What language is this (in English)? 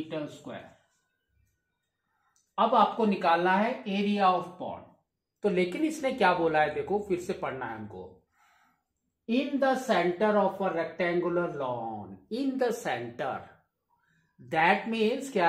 Hindi